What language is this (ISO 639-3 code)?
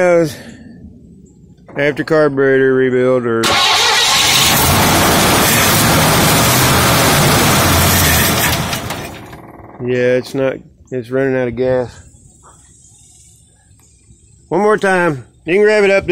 eng